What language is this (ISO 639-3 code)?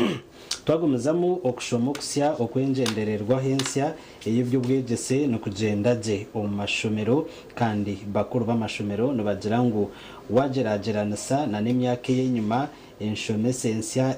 nyn